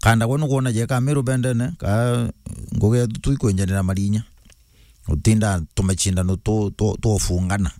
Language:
Meru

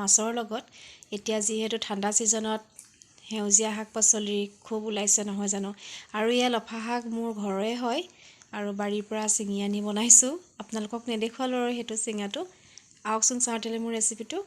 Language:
Assamese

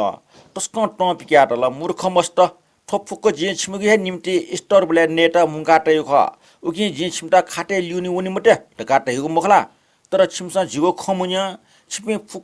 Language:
Newari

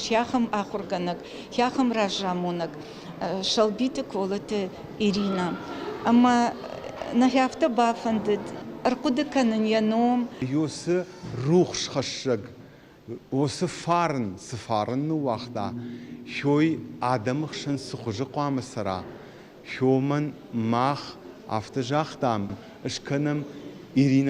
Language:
Ossetic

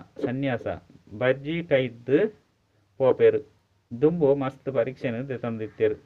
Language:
Tulu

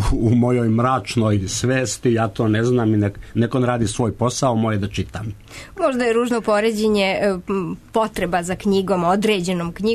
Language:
Serbian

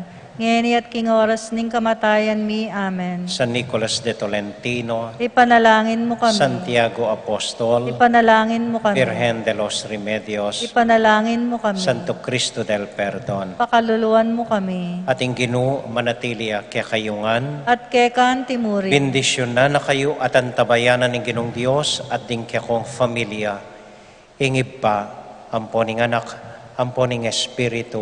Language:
Pampanga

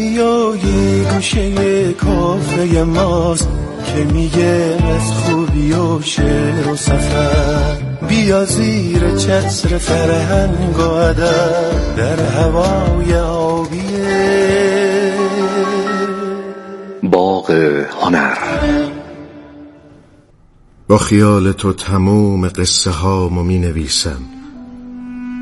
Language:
Persian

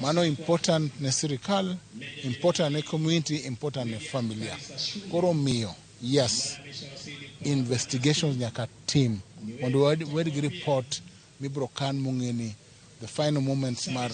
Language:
Luo (Kenya and Tanzania)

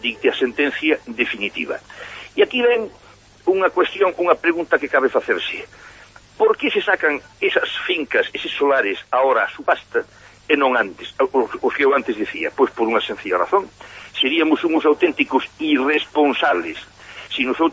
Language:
Galician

